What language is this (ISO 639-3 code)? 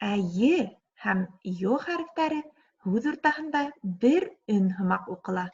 bak